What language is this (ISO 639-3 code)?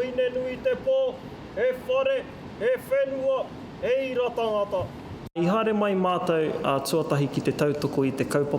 mri